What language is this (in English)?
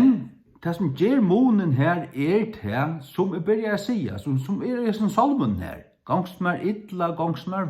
Faroese